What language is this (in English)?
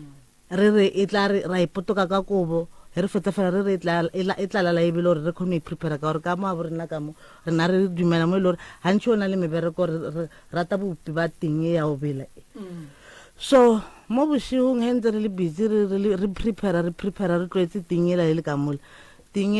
Northern Sotho